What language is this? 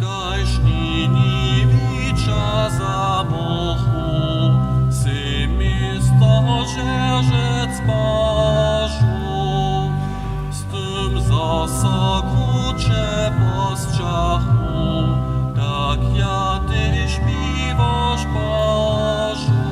Upper Sorbian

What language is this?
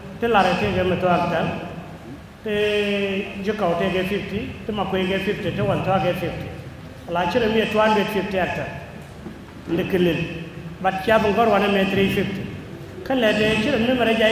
Nuer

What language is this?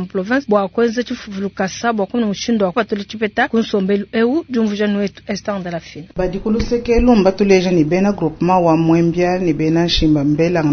Luba-Lulua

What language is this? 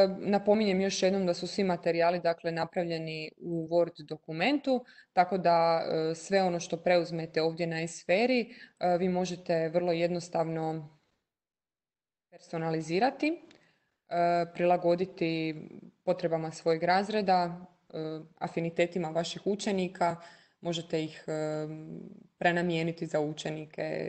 Croatian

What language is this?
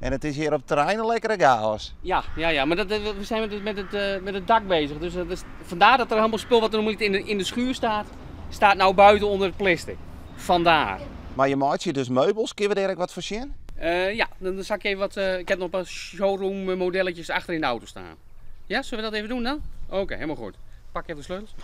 Western Frisian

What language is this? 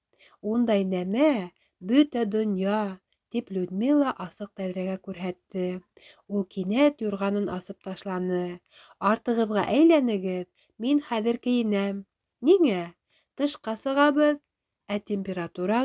Bashkir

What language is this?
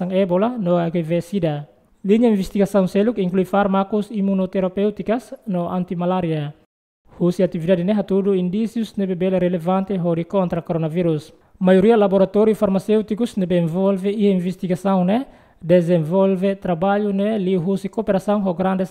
Tetum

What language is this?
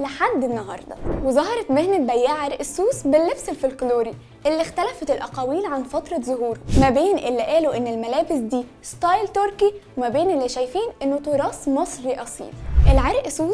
Egyptian Arabic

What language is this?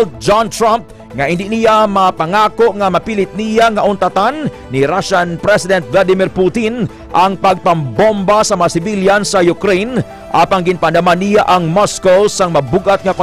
Hiligaynon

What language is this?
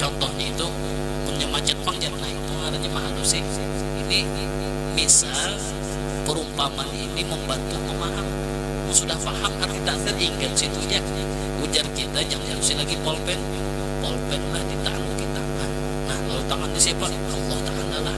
Banjar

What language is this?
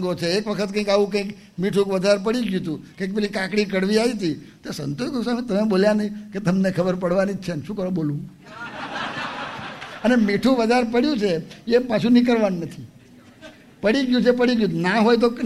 Gujarati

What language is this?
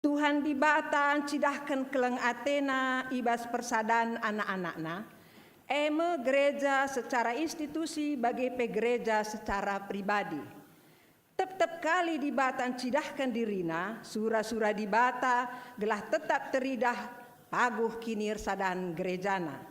Batak Karo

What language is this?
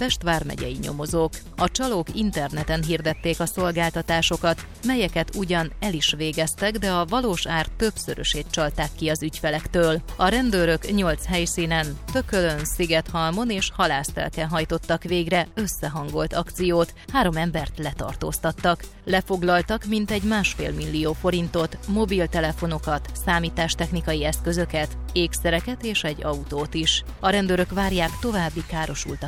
Hungarian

